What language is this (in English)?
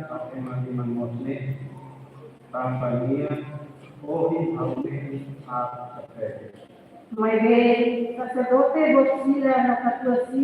Tetum